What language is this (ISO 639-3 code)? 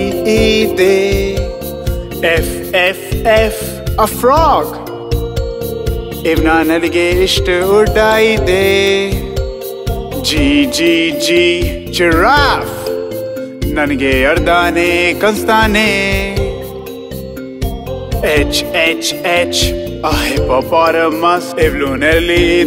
kan